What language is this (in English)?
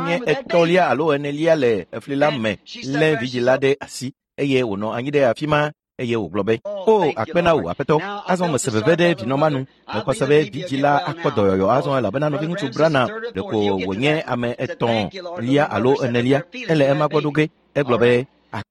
Ewe